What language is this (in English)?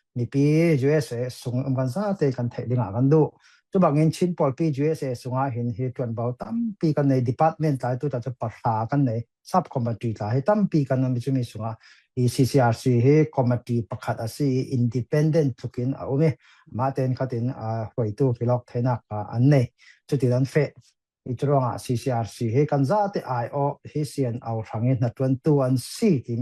Falam Chin